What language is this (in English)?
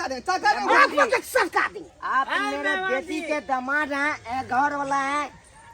Maithili